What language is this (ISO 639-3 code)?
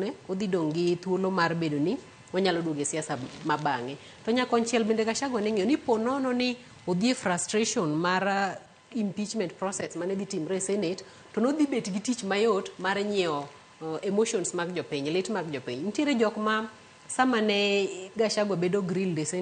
luo